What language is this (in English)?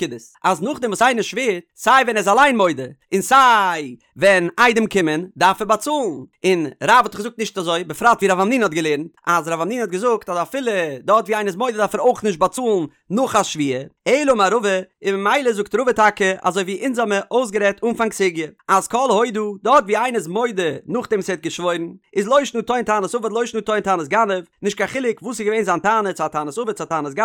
Yiddish